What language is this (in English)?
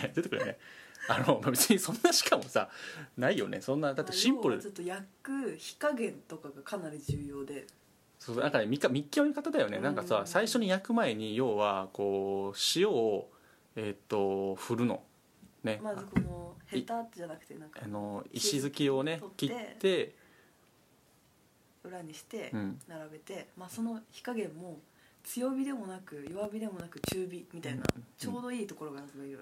Japanese